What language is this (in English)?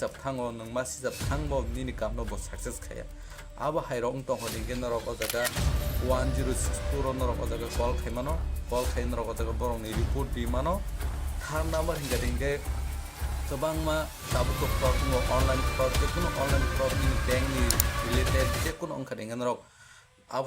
Kok Borok